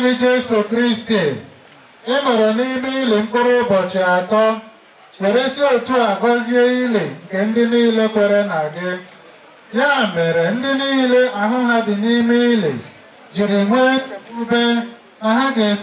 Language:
Igbo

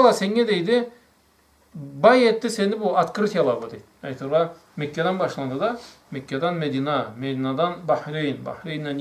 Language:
Karachay-Balkar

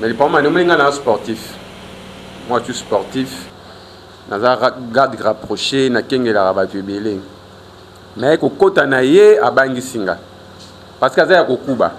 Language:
Lingala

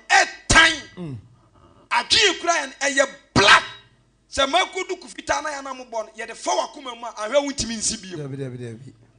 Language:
Akan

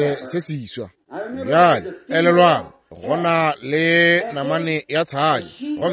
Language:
Northern Sotho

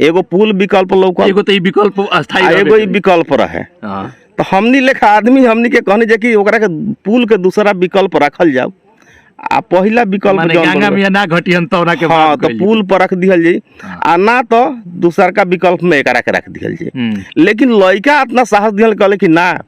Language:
Bhojpuri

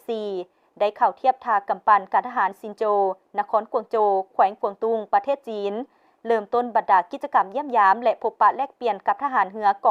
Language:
Lao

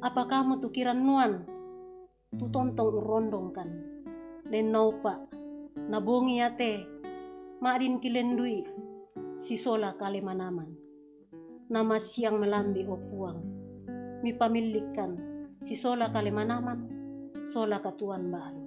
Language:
Toraja-Sa'dan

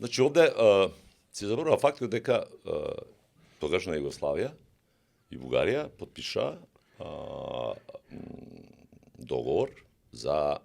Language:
Macedonian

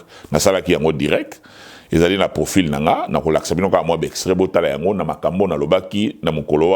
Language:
Lingala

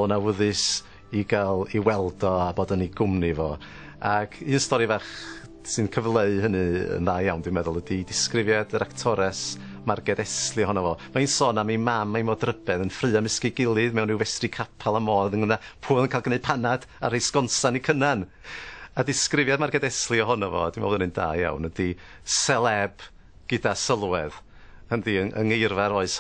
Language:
Welsh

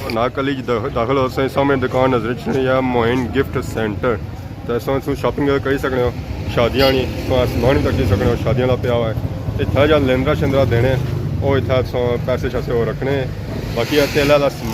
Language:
Pahari-Potwari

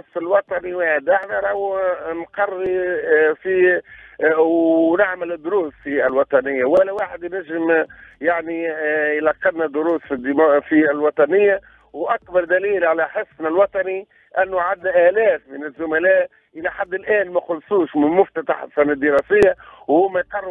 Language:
Tunisian Arabic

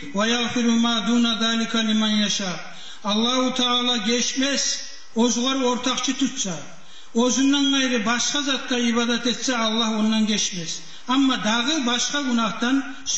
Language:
Kumyk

